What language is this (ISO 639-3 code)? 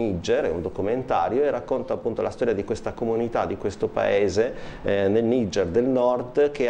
ita